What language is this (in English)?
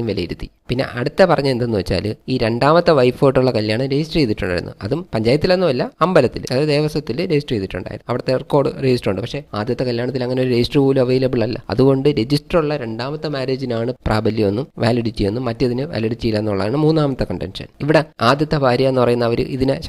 Malayalam